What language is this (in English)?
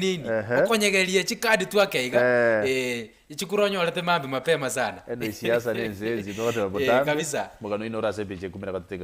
Gusii